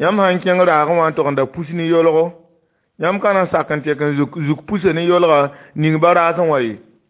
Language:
Mossi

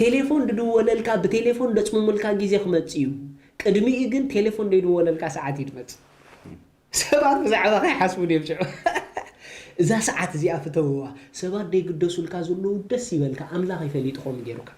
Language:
Tigrinya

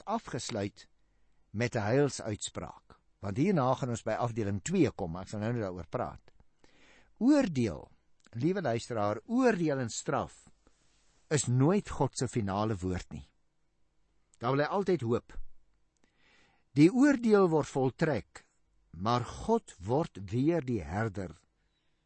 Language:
Afrikaans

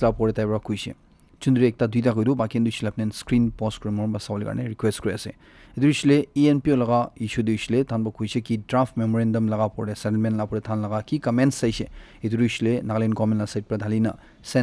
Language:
Naga Pidgin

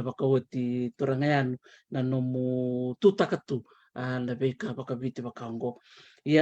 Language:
Fijian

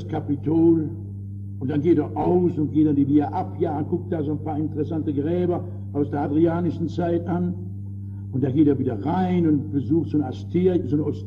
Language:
German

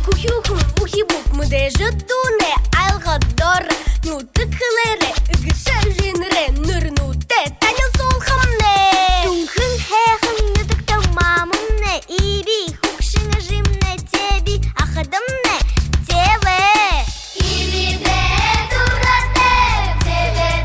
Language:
Buriat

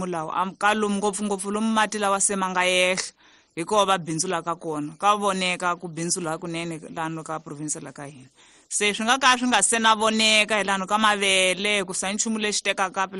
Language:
Tsonga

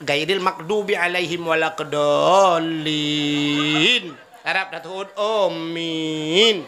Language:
Achinese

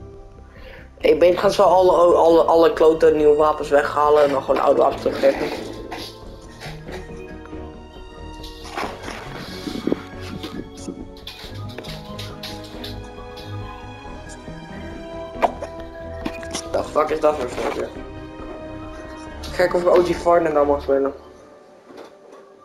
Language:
Dutch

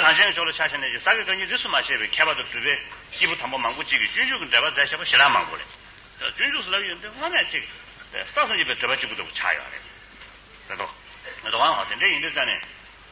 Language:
Tibetan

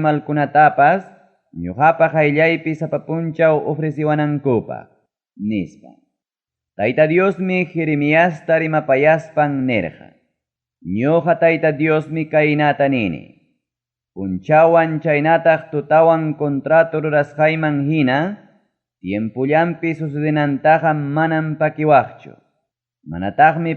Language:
Ayacucho Quechua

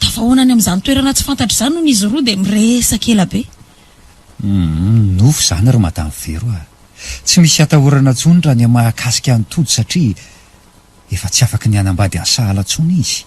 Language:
Malagasy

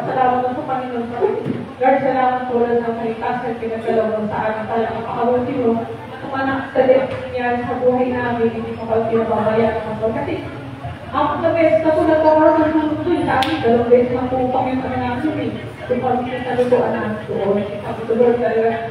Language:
Filipino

